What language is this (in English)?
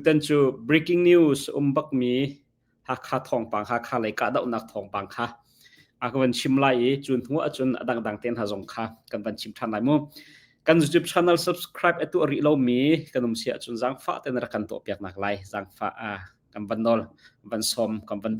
Hakha Chin